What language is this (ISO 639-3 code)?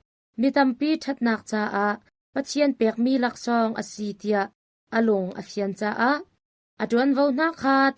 cnh